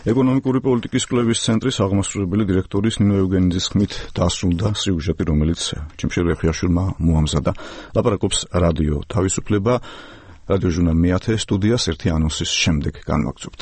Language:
Georgian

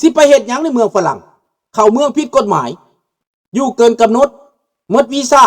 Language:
Lao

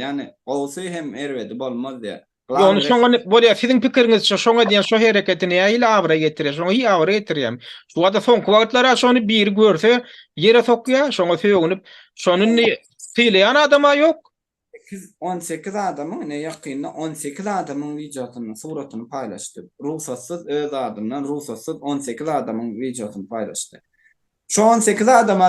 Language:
Turkmen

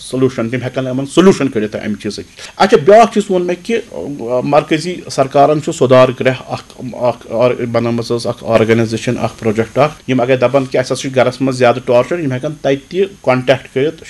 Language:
Kashmiri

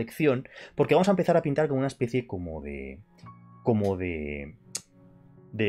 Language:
Spanish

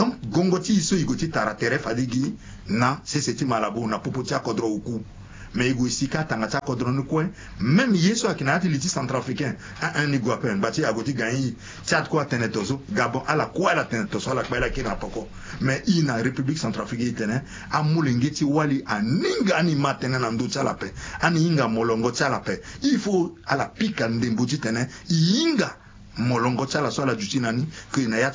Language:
Sango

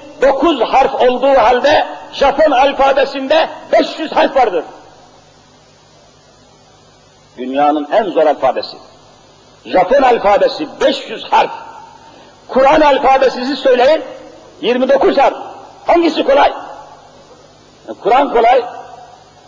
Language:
Turkish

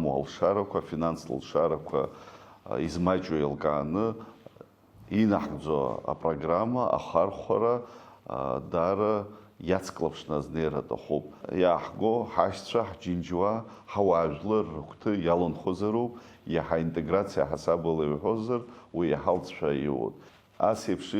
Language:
Abkhazian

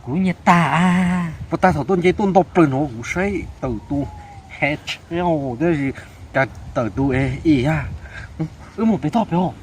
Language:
Hmong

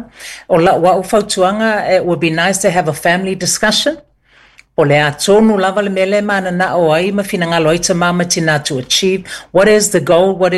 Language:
Samoan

